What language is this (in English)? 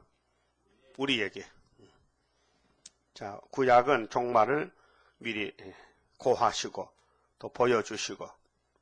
Korean